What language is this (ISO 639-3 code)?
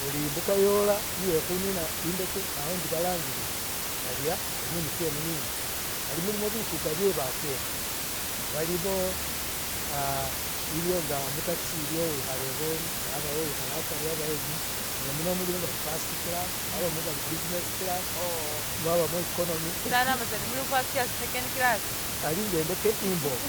myx